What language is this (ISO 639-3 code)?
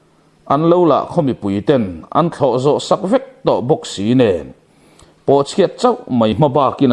lus